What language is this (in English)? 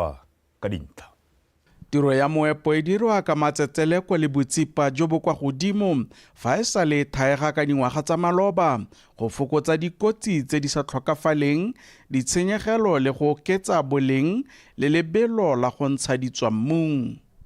Tswana